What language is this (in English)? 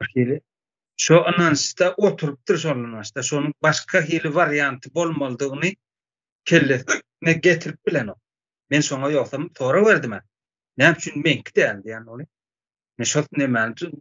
Turkmen